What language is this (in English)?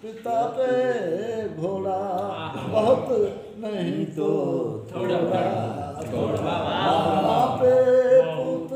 Saraiki